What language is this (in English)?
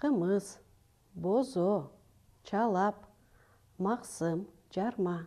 Kyrgyz